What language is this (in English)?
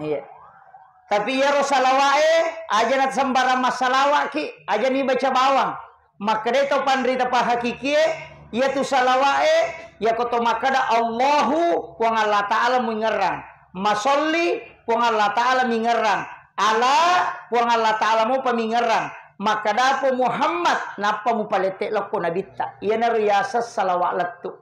Buginese